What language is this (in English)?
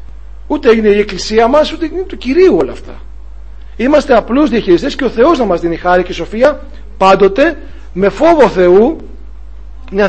Greek